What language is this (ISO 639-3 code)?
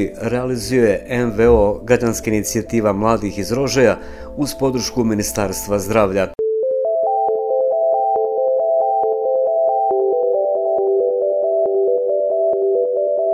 bos